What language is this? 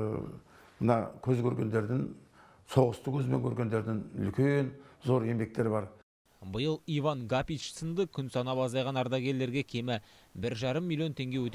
Kazakh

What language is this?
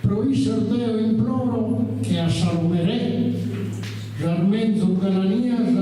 Sardinian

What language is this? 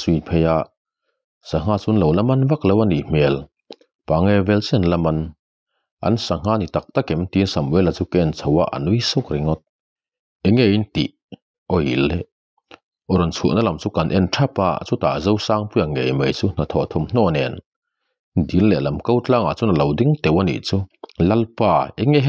Mizo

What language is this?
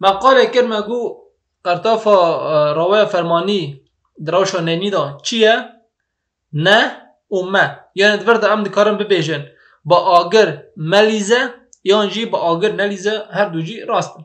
Kurdish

